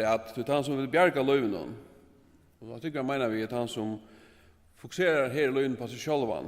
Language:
Faroese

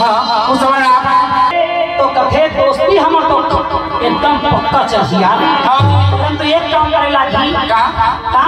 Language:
Chhattisgarhi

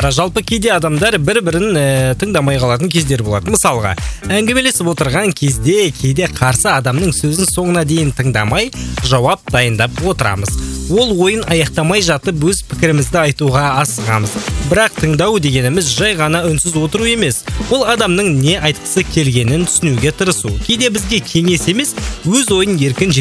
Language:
Kazakh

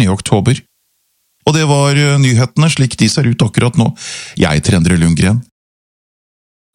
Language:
Norwegian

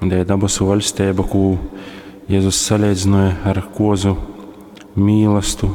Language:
Latgalian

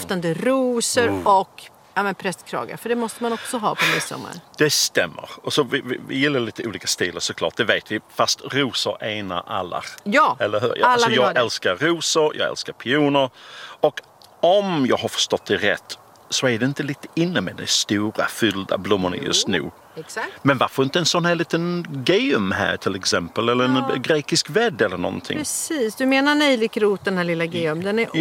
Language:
Swedish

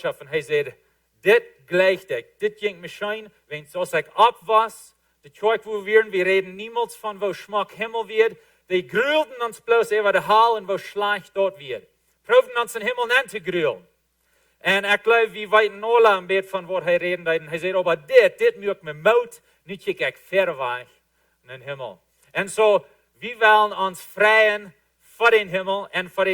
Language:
Plautdietsch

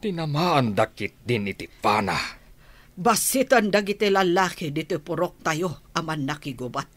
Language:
Iloko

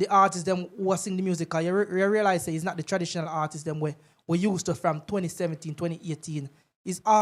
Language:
Jamaican Creole English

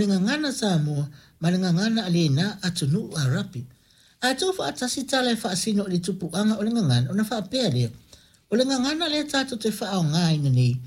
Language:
Samoan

